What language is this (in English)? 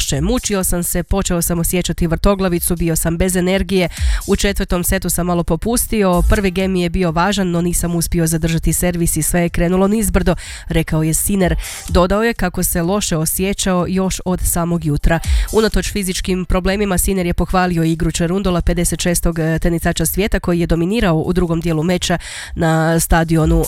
Croatian